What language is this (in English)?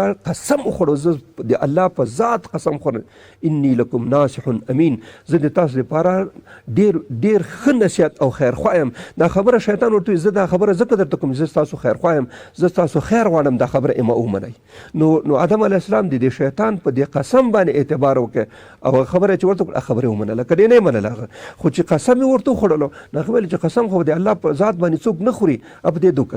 Pashto